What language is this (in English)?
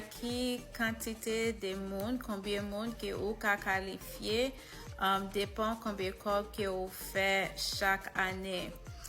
Haitian Creole